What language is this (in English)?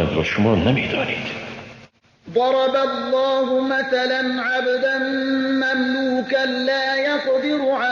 Persian